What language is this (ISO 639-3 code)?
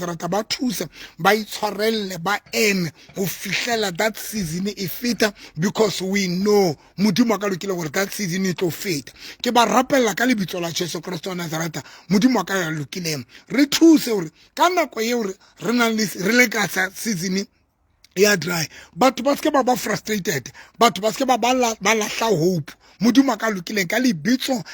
sot